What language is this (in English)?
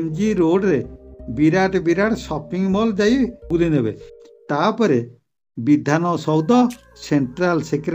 Odia